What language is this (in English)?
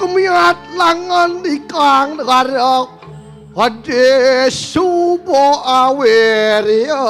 Balinese